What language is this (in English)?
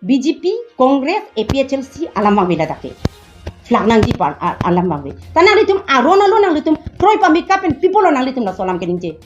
Karbi